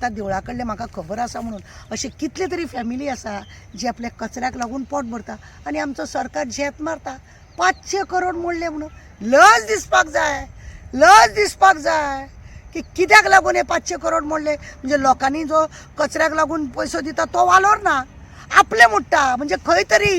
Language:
Konkani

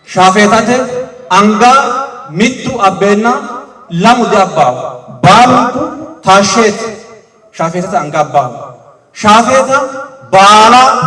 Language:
Sidamo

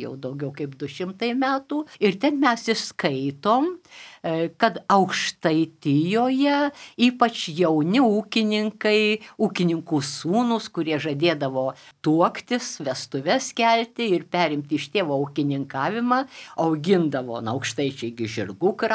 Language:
Lithuanian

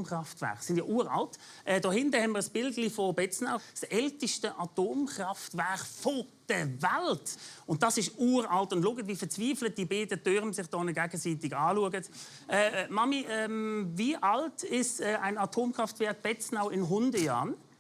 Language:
Swiss German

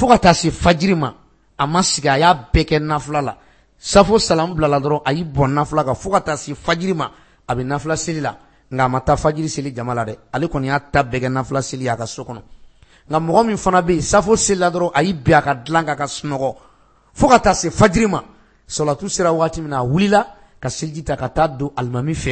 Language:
Bambara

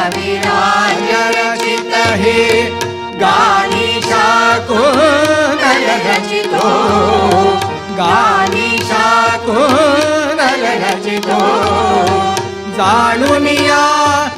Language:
Marathi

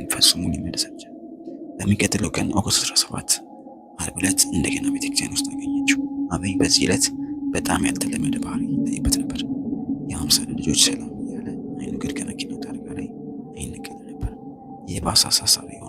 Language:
Amharic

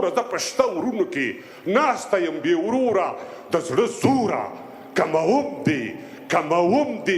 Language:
Pashto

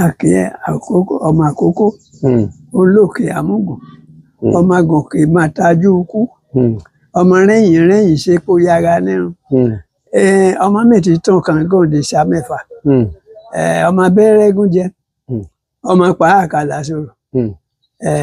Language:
Yoruba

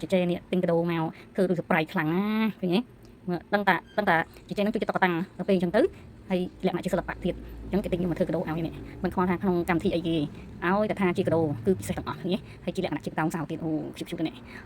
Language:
Khmer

